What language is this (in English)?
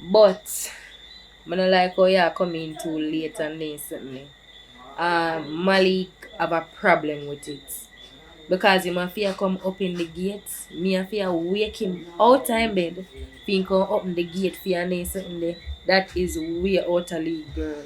Jamaican Creole English